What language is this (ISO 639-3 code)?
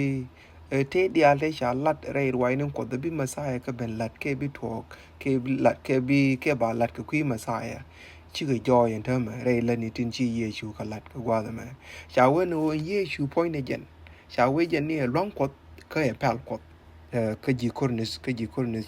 nus